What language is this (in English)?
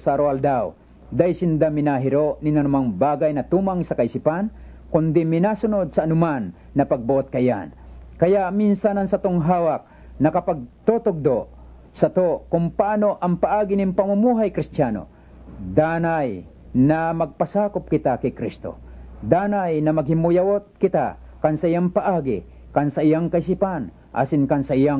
Bikol